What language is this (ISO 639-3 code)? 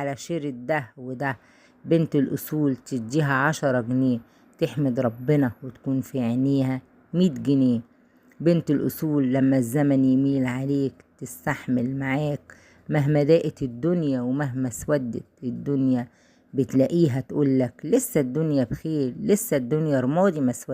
arz